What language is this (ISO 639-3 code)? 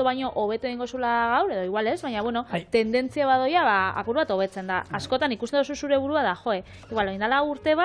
eus